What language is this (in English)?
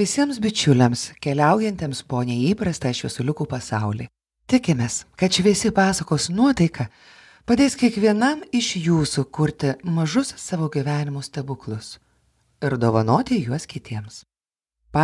Lithuanian